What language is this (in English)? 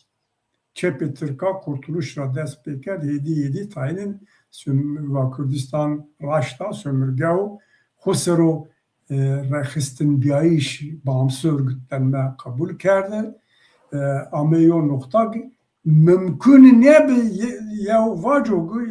Zaza